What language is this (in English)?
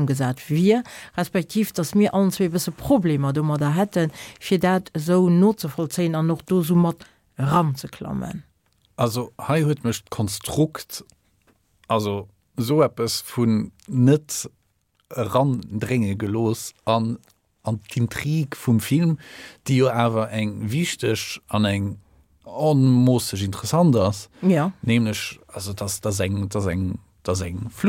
Luxembourgish